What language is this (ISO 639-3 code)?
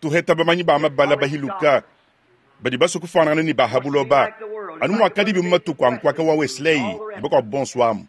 lua